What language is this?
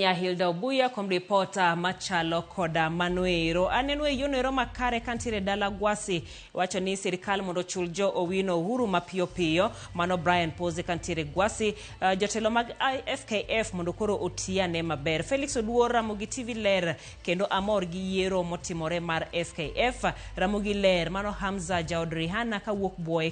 Luo (Kenya and Tanzania)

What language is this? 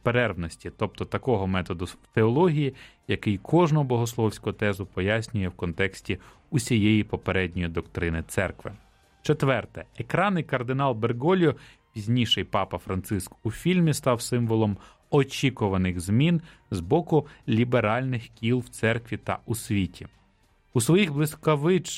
Ukrainian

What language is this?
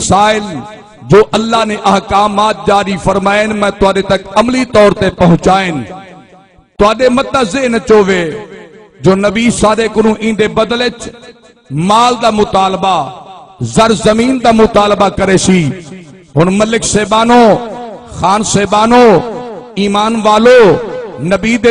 Saraiki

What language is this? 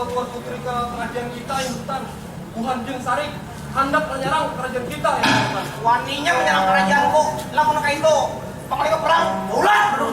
Banjar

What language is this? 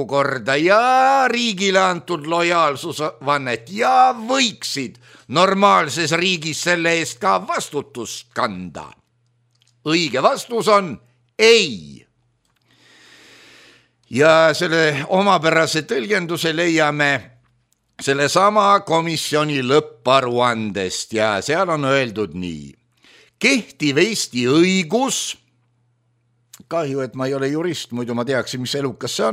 Estonian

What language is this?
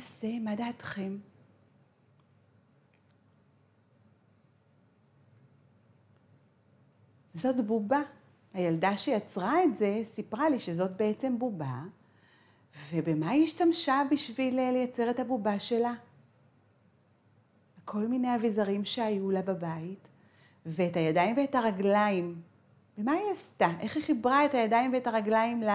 Hebrew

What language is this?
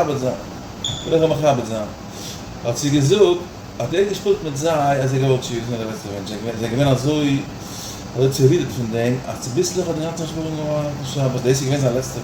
Yiddish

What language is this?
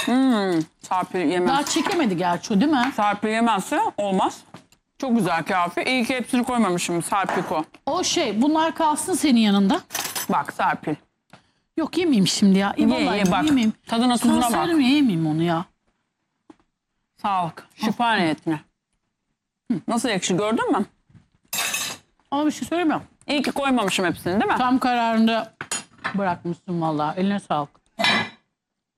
Turkish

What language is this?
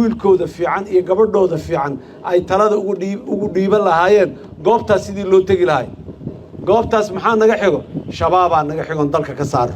Somali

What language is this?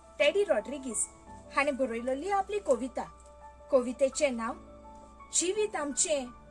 Konkani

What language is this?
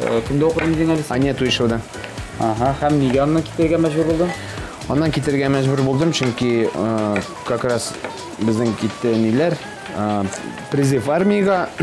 Tatar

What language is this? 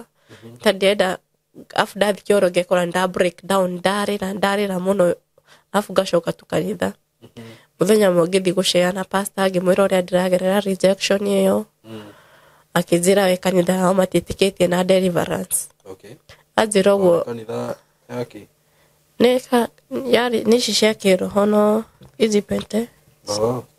Kikuyu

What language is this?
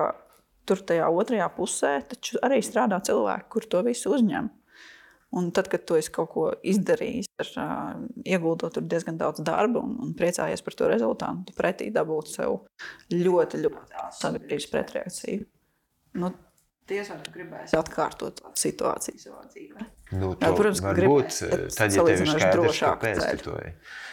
Latvian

